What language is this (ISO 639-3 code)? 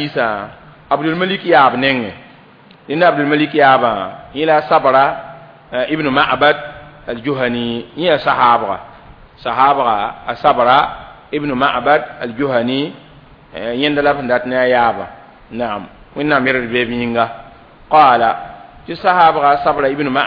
mos